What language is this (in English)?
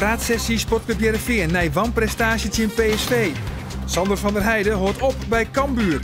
Western Frisian